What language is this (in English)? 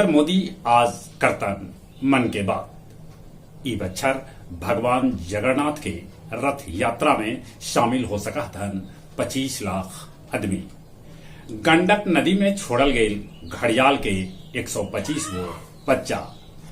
Magahi